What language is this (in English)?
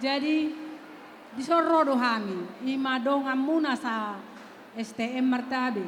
Batak Toba